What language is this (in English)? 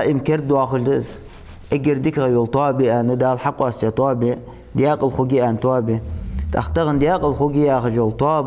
Ingush